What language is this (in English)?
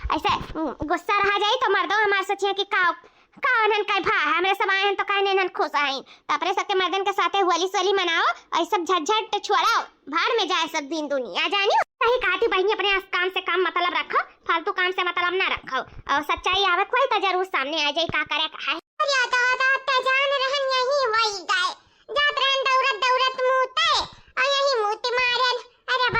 Awadhi